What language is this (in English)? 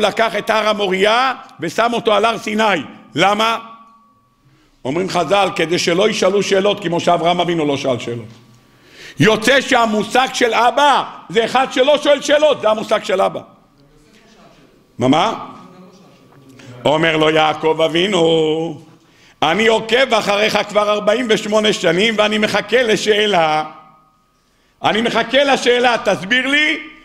Hebrew